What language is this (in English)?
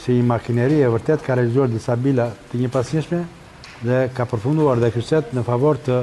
Albanian